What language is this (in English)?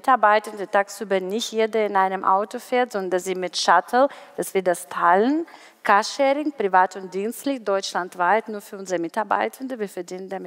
German